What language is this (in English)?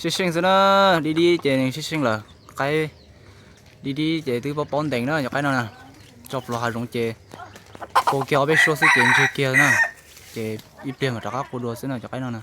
Hmong